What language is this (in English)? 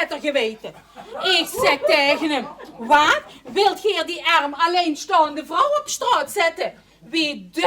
Limburgish